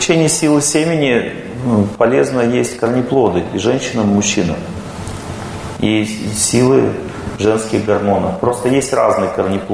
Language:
Russian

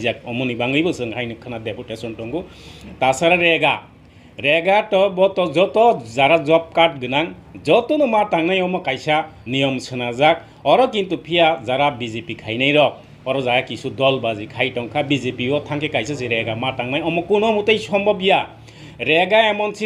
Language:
Kok Borok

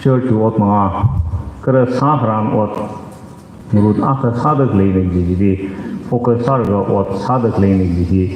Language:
Tangkhul Naga (India)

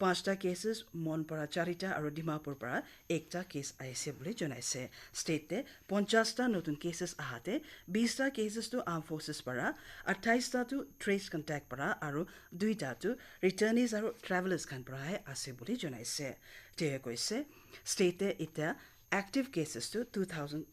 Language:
Naga Pidgin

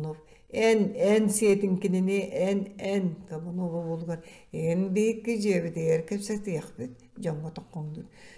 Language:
Yakut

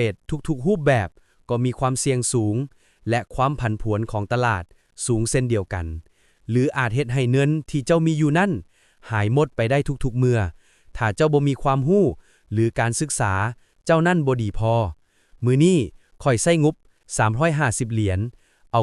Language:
Lao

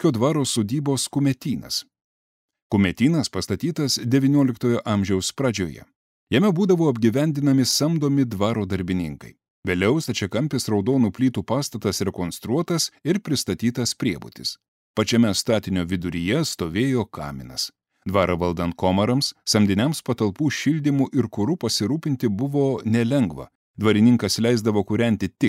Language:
Lithuanian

